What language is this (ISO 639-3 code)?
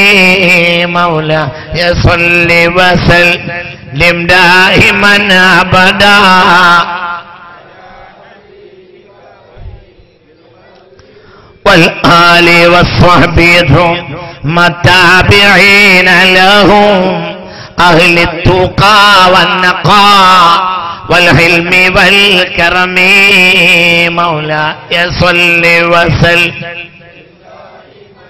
mal